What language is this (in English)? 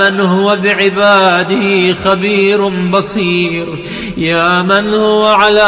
Arabic